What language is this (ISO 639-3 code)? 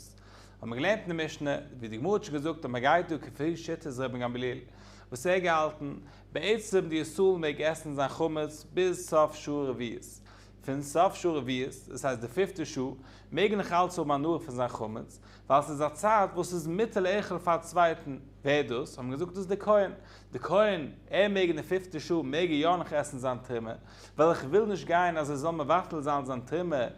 yid